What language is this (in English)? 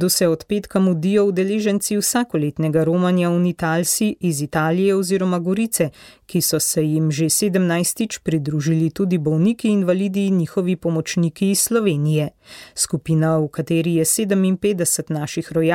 Slovenian